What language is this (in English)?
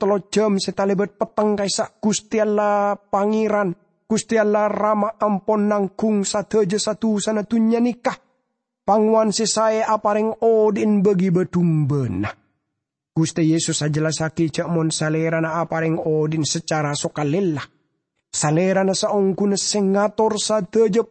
Madurese